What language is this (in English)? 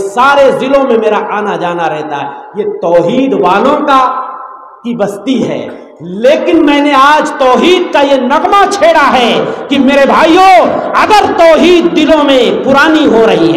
Urdu